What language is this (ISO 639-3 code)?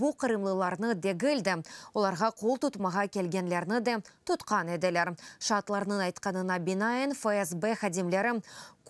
crh